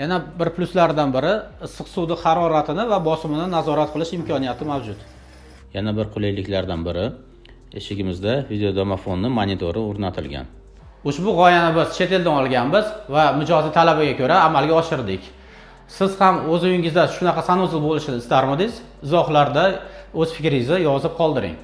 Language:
Uzbek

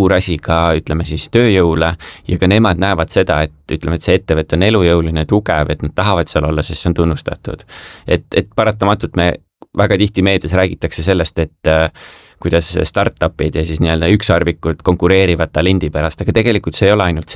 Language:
Estonian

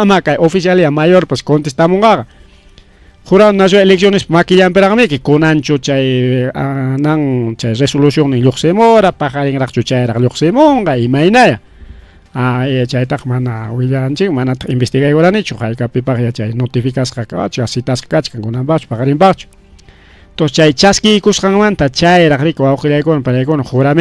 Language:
Ayacucho Quechua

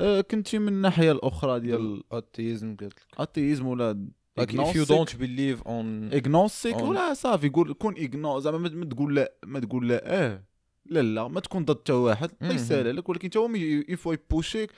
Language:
Moroccan Arabic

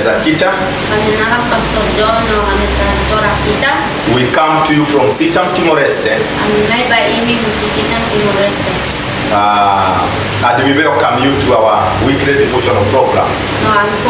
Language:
Tetum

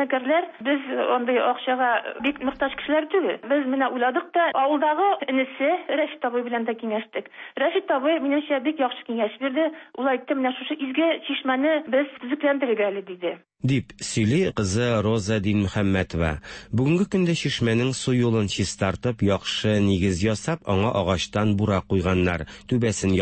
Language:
Tatar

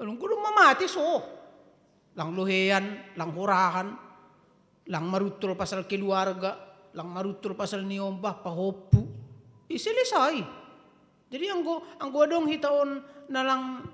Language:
Batak Simalungun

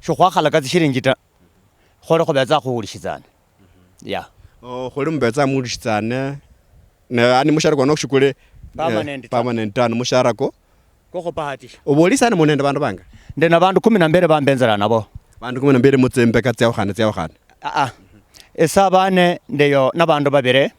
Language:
Luyia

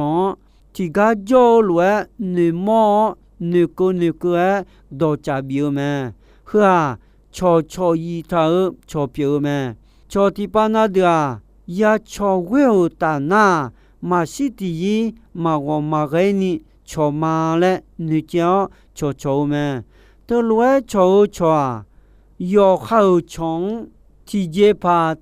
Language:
Akha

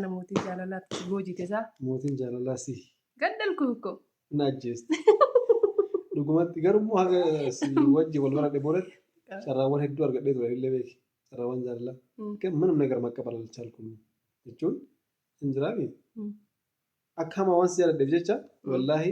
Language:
Oromo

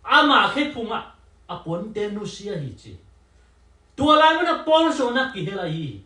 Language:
Tedim Chin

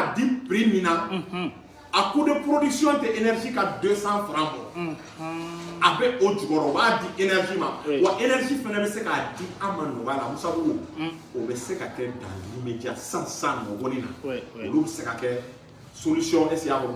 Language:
Bambara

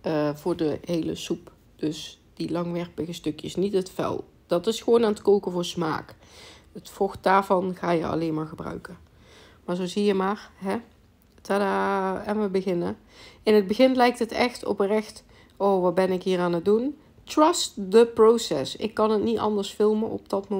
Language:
Dutch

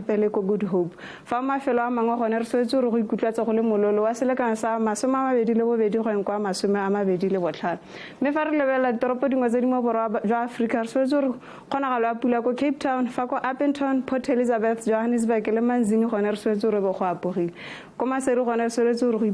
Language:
Tswana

